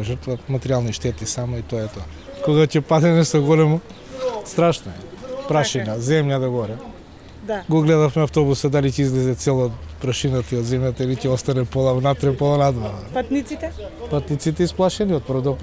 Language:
Macedonian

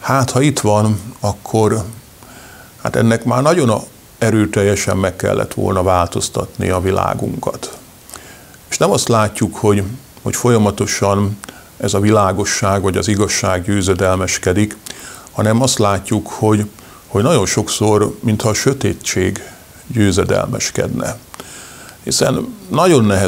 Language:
Hungarian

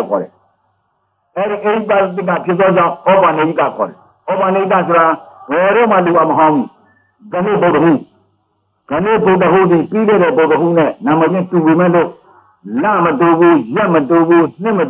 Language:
Burmese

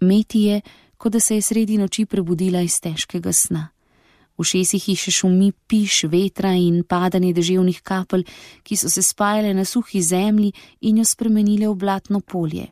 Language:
Slovenian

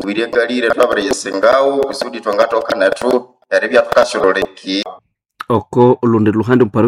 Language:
Nande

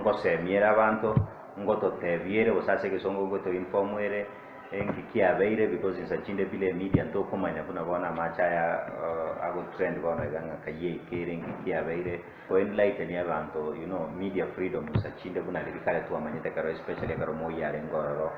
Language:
Gusii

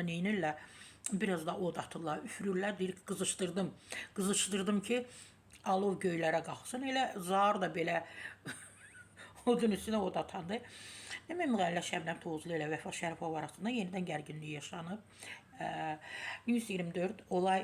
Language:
Azerbaijani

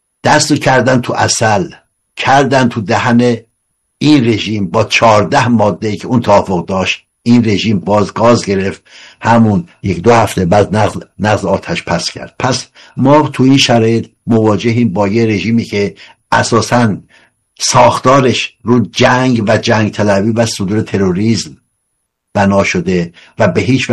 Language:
Persian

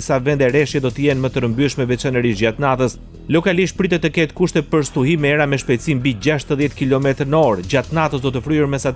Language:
Albanian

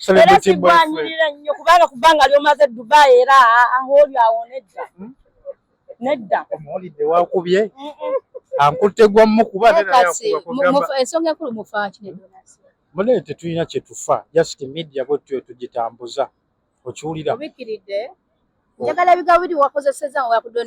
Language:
Ganda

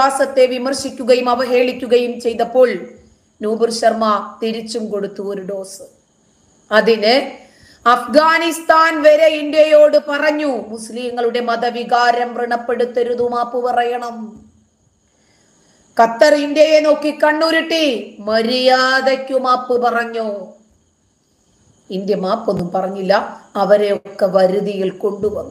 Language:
Malayalam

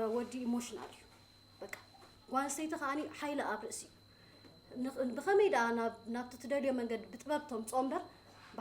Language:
Tigrinya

